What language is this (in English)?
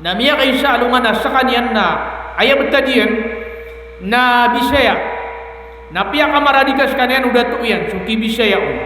Maranao